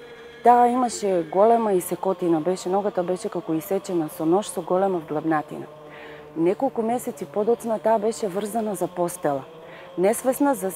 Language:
Macedonian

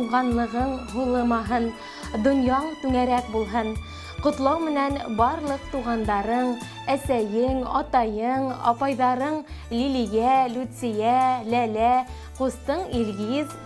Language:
Bashkir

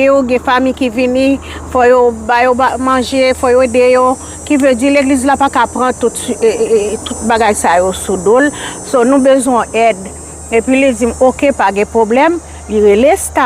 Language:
Haitian Creole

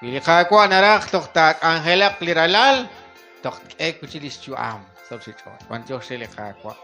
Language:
Kekchí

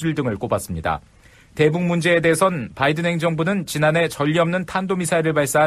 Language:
Korean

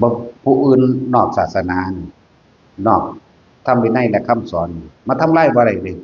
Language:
Northeastern Thai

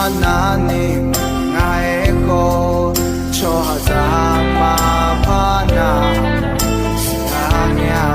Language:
Akha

